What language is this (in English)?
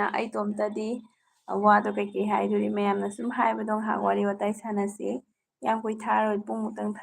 Manipuri